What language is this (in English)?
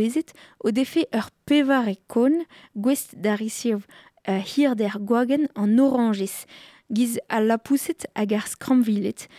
Breton